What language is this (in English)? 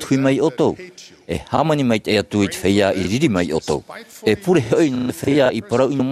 Tahitian